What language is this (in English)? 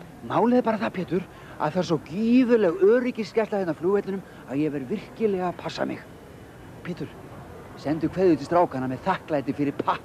Icelandic